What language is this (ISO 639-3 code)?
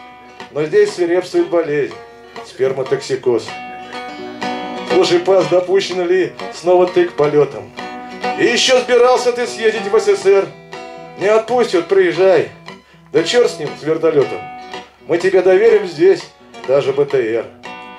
rus